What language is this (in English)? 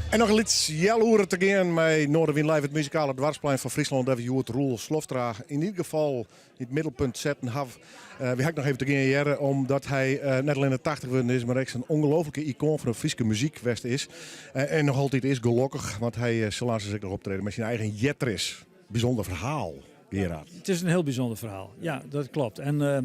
Western Frisian